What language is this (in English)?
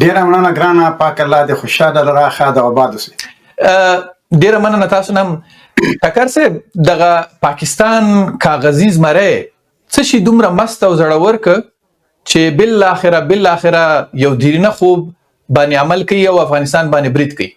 Pashto